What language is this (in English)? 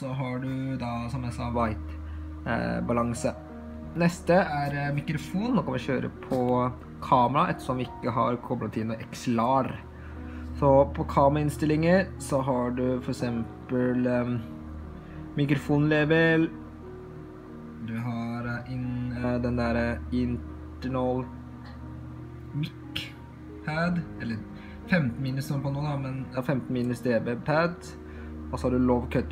Norwegian